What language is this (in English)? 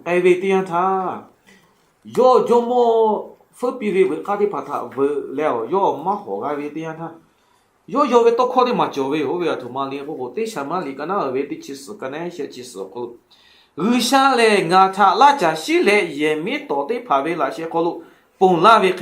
Lahu